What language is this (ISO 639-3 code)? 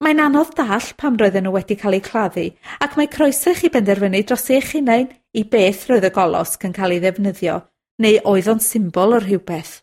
cym